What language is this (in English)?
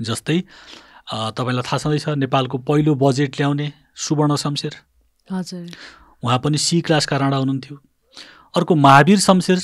Nepali